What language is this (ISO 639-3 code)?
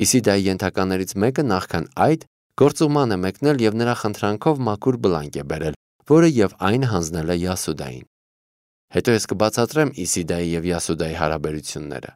hye